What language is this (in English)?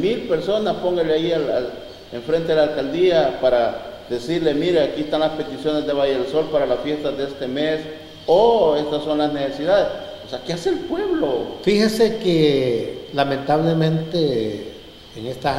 Spanish